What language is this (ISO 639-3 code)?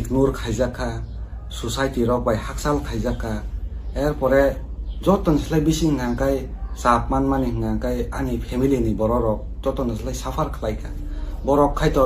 trp